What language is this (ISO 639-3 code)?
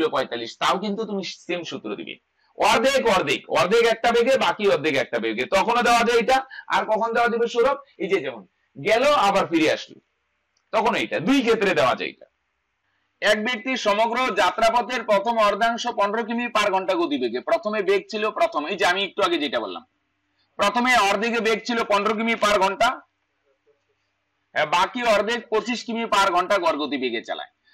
ben